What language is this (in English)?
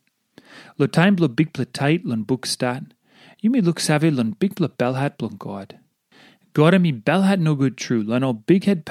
Tok Pisin